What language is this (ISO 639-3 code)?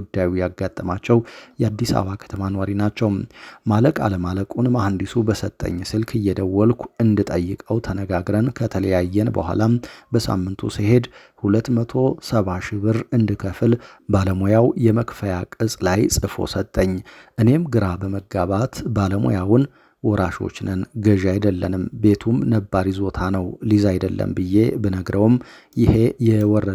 amh